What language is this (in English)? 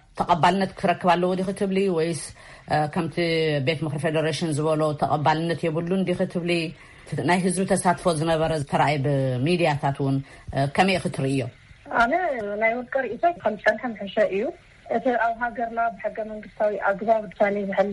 Tigrinya